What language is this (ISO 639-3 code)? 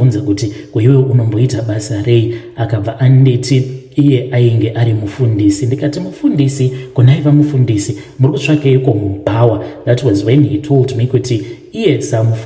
sna